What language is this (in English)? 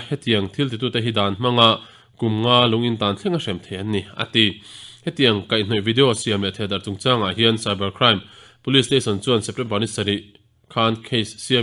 Mizo